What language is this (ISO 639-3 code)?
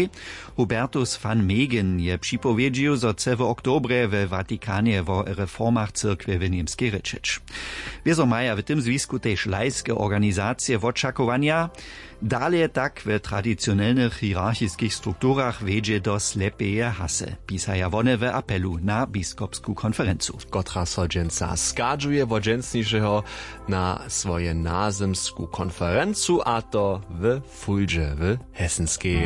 hsb